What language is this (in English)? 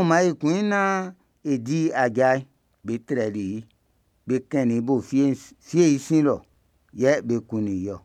Baoulé